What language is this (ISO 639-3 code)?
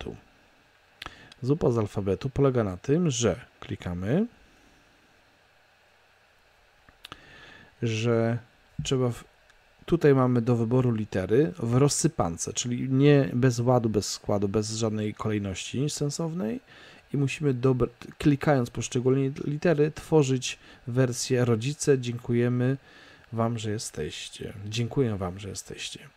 pol